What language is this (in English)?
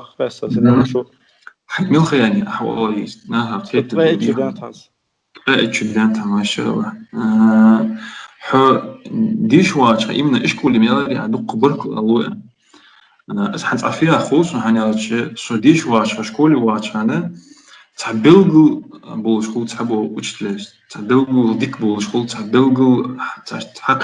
Ingush